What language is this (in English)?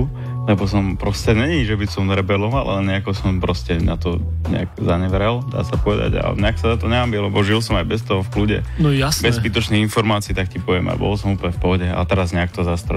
Slovak